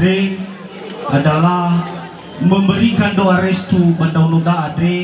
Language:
Nias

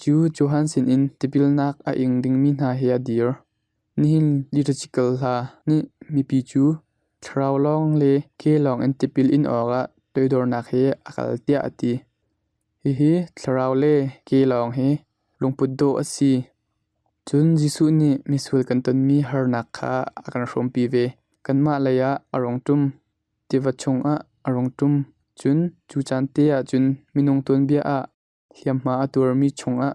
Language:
Hakha Chin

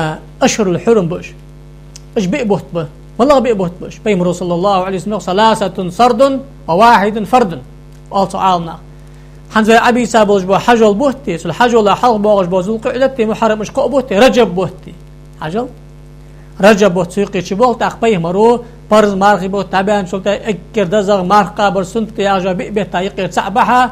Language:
Ingush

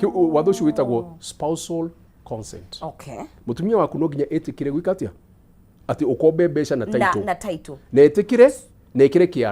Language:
Kikuyu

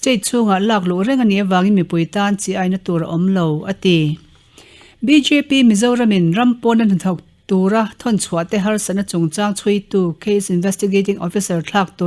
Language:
Mizo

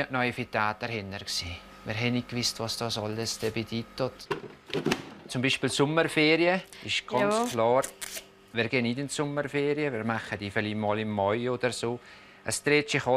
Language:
Swiss German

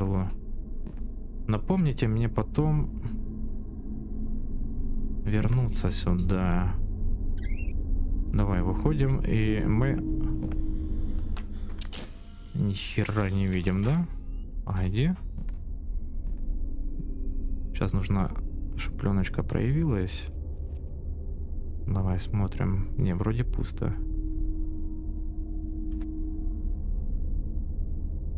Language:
Russian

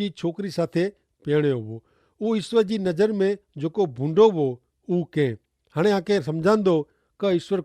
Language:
Kachhi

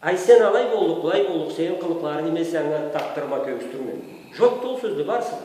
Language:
Karachay-Balkar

